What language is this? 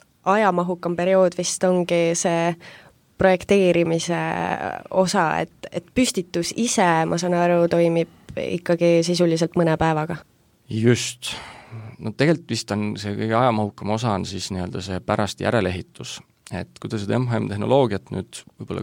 Estonian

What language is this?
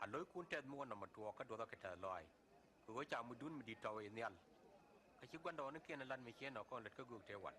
Nuer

